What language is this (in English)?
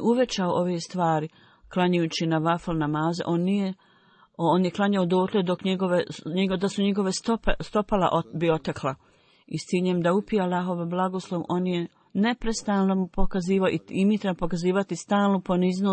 Bosnian